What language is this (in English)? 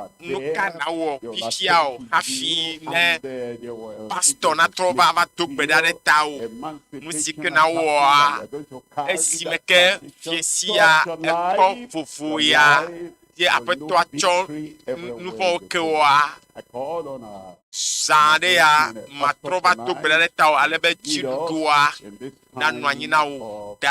Ewe